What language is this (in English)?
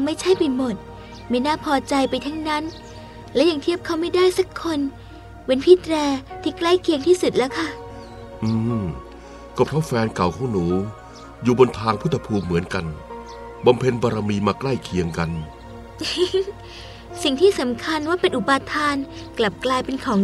Thai